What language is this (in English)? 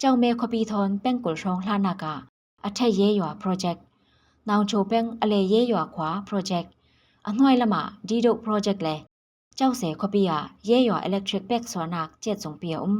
Falam Chin